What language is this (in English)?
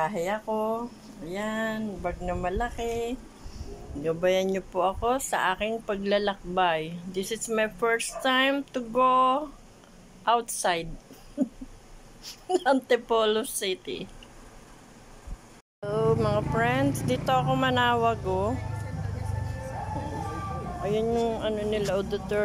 Filipino